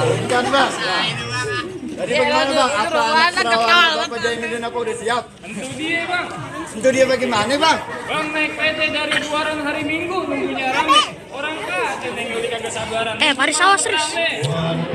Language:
Betawi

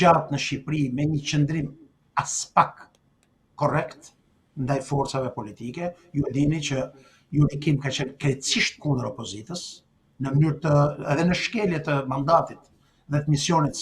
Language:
Albanian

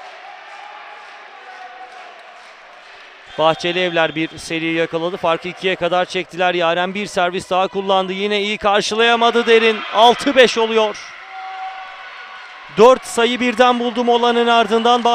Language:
Turkish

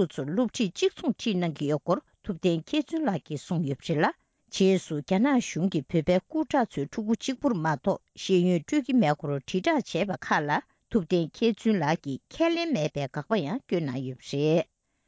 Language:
Tibetan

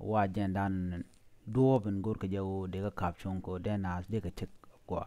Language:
Nuer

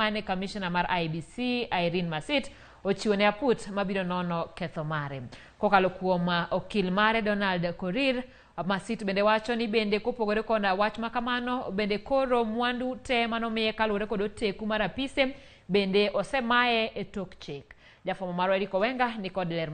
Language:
Luo (Kenya and Tanzania)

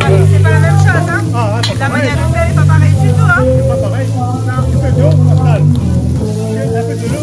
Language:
Réunion Creole French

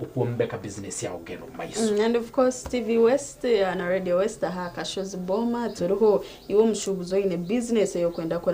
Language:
Nyankole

